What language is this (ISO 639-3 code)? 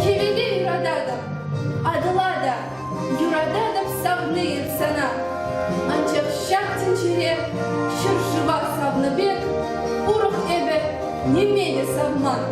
chv